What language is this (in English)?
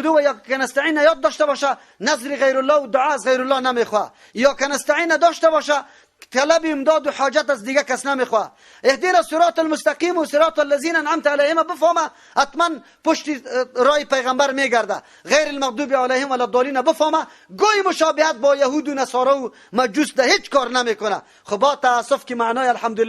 Persian